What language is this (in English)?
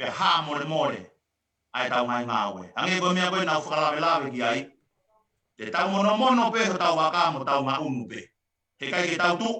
Tongan